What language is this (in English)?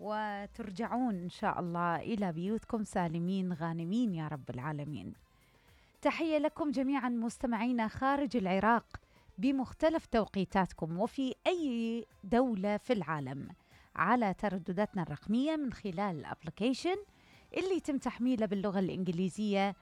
Mesopotamian Arabic